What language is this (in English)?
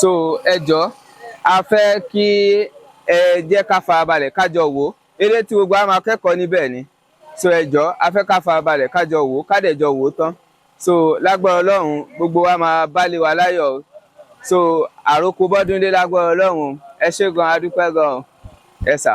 Yoruba